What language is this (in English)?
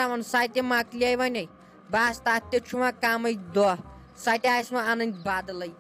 Kashmiri